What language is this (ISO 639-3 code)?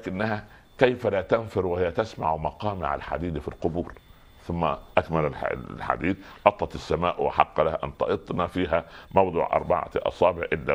ara